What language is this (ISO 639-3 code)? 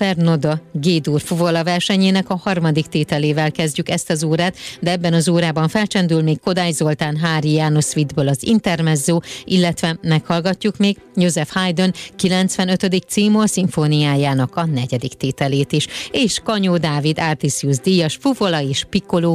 hun